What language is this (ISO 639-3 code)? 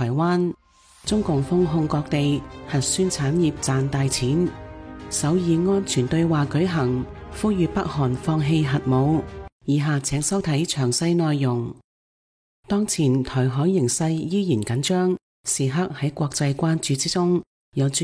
yue